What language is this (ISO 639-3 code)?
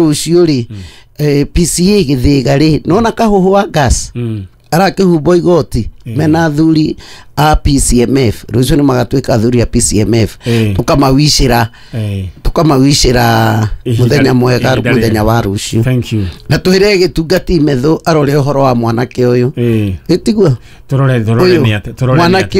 kik